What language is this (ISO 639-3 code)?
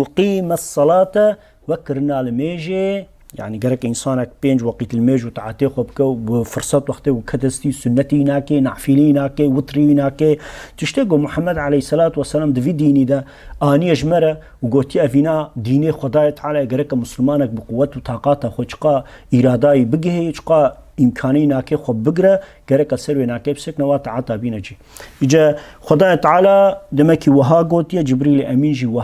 kur